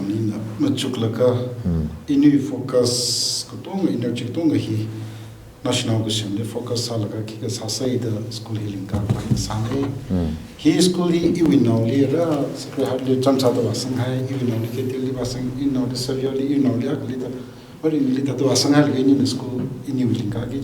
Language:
Tangkhul Naga (India)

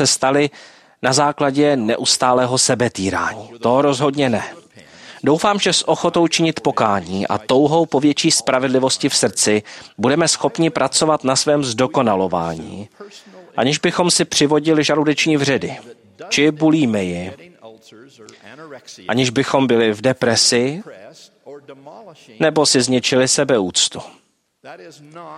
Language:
Czech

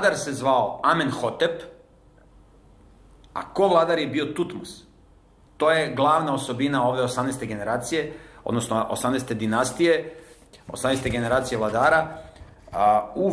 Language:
Serbian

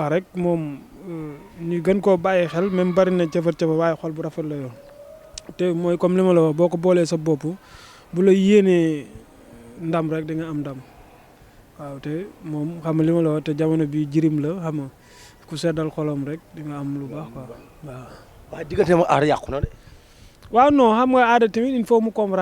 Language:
Wolof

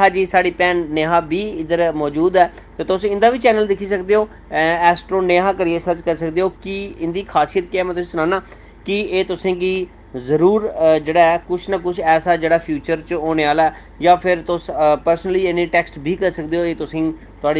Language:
Dogri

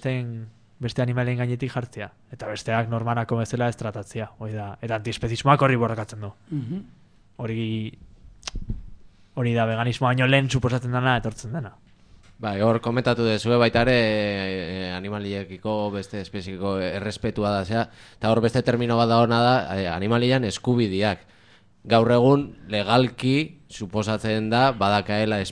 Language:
Basque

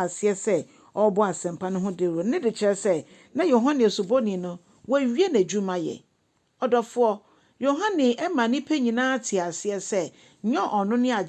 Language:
Akan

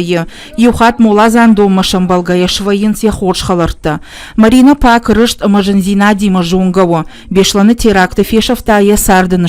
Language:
Ossetic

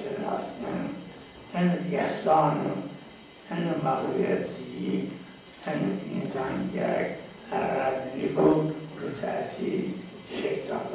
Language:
Zaza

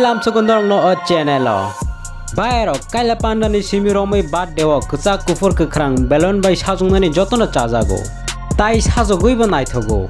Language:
Kok Borok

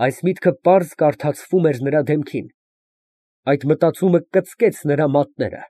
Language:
Armenian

